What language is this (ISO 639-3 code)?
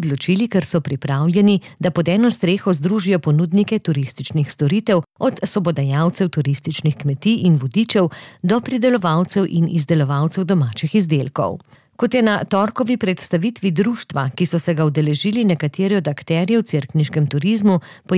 slv